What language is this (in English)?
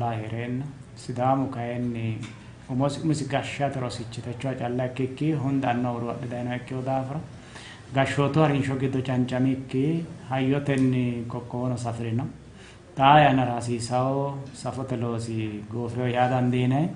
Sidamo